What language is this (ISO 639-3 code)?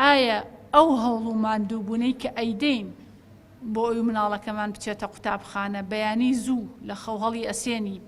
ckb